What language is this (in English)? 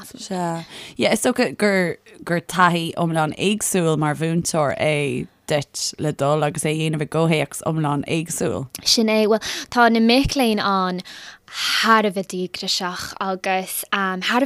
Irish